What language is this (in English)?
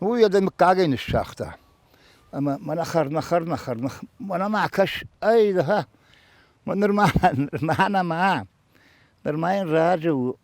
Ossetic